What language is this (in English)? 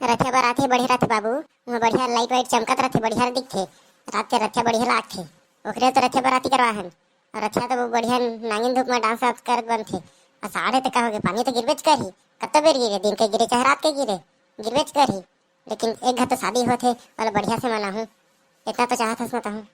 Chhattisgarhi